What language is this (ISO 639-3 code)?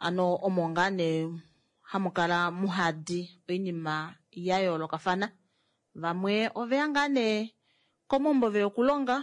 kua